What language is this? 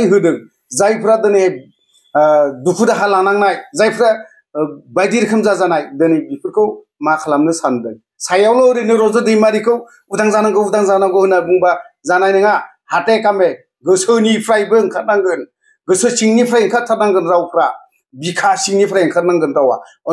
Bodo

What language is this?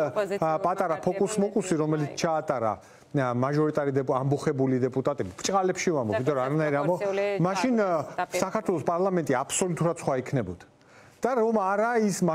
Georgian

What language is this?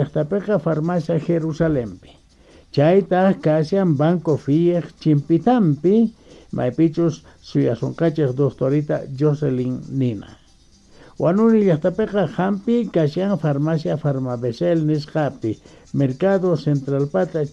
Quechua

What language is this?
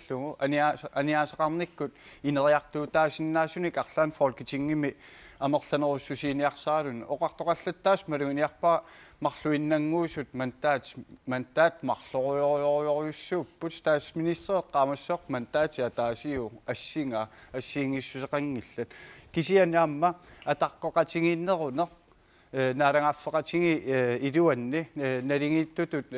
Kalaallisut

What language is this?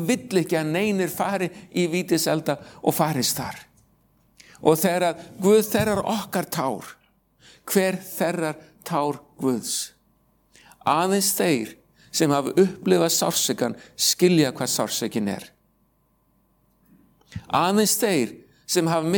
Icelandic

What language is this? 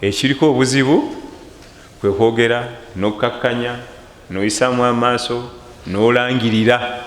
Ganda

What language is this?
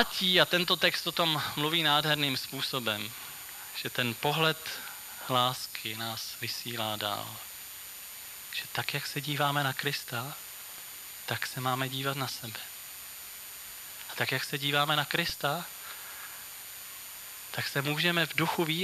Czech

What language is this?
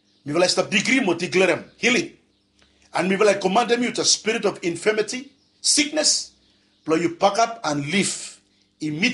Bislama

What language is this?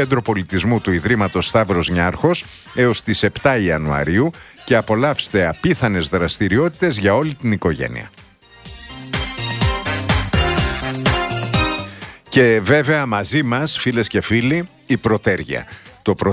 Greek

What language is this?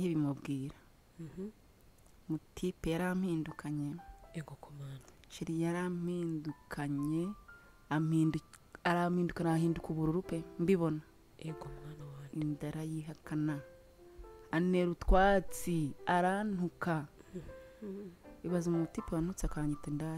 Kinyarwanda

